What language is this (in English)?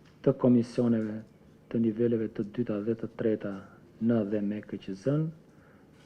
Albanian